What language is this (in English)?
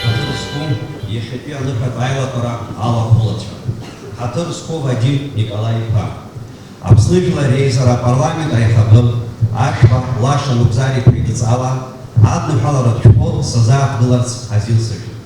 Abkhazian